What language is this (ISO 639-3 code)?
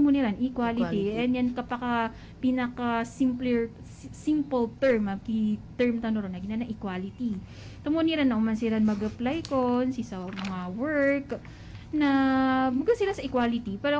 mrw